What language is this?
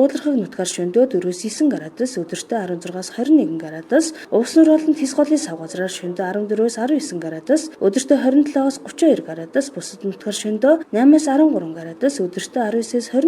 Mongolian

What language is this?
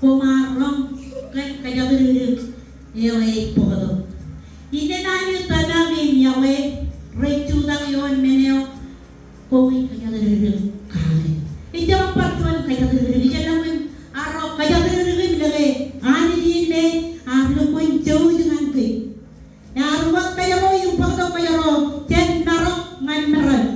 Marshallese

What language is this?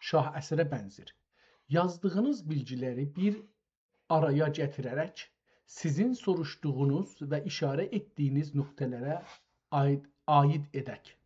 South Azerbaijani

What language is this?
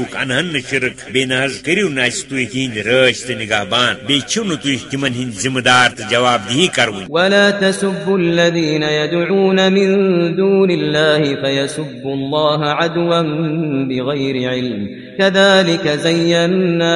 Kashmiri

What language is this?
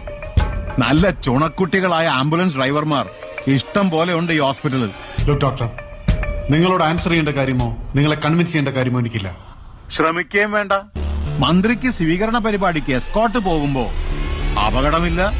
Malayalam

